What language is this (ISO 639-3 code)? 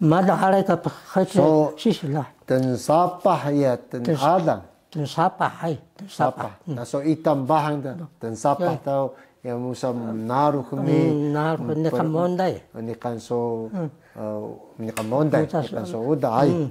trv